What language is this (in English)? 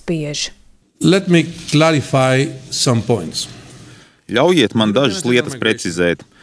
Latvian